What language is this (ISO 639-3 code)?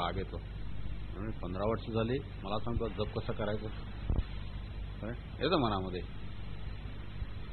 mar